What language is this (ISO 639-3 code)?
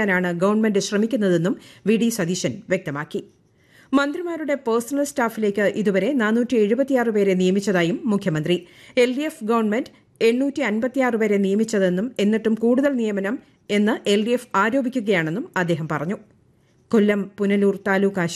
mal